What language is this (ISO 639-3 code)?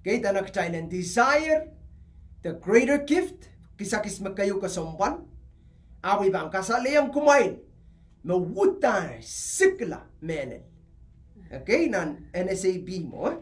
pon